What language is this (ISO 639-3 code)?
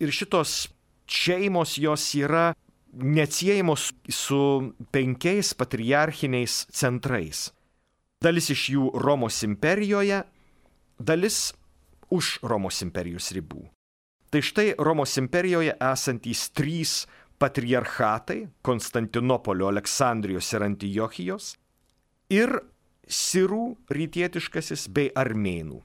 lit